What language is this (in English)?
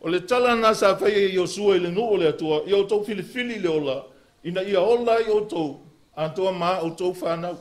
Samoan